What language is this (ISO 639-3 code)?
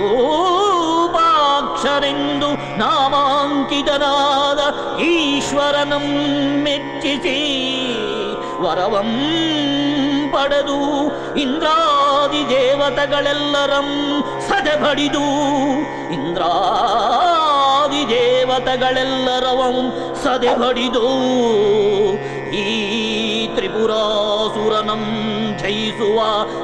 kan